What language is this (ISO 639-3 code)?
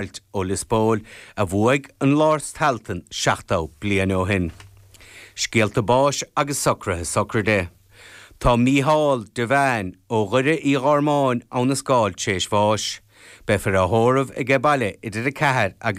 gle